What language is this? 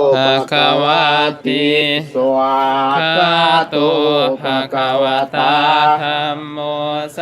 Pali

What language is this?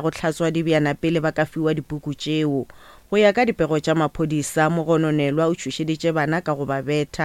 Northern Sotho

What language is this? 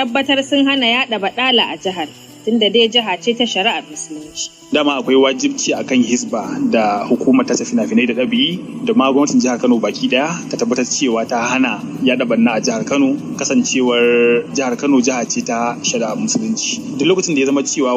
Hausa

